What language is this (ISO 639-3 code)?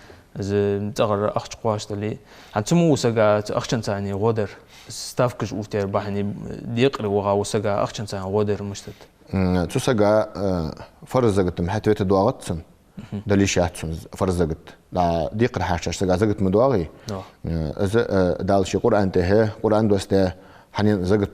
inh